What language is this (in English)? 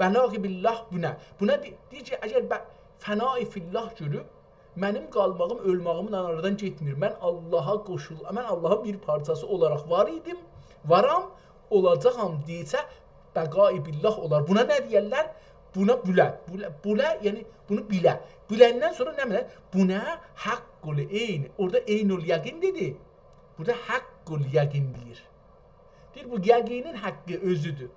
South Azerbaijani